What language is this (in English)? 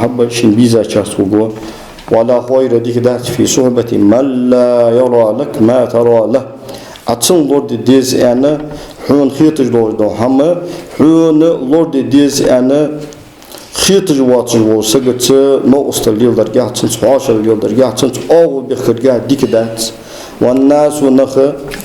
Ingush